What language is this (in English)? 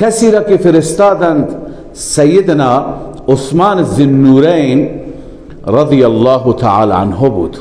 Persian